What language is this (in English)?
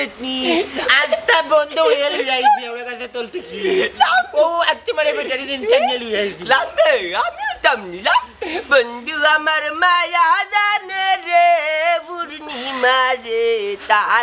Sylheti